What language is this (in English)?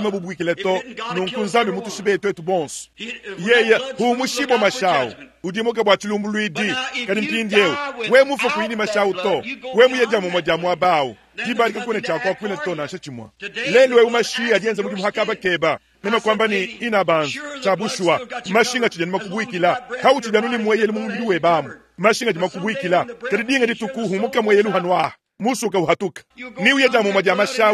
Luba-Lulua